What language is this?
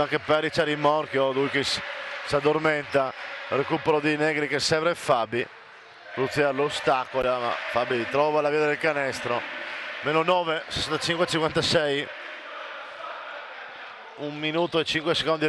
Italian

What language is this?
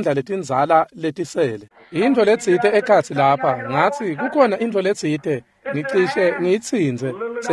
Swati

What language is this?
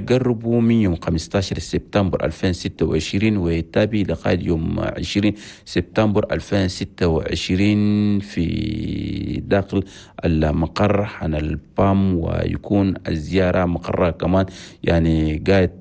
Chadian Arabic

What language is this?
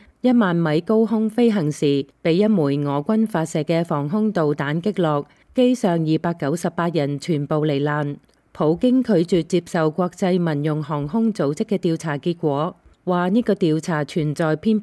Cantonese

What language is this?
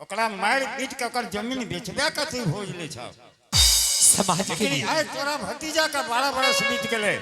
Angika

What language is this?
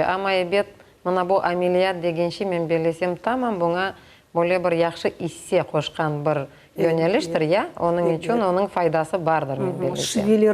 Crimean Tatar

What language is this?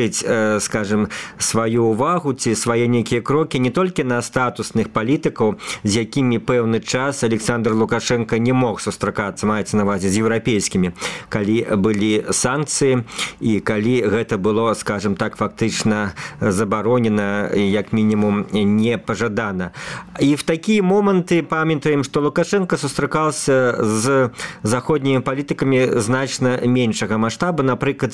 Belarusian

